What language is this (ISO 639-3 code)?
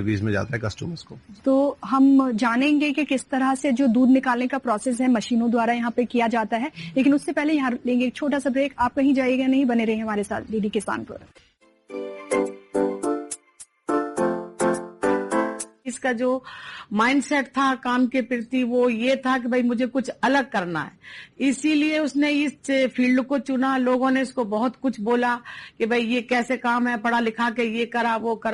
hin